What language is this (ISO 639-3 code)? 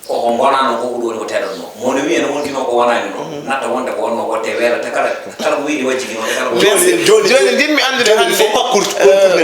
ful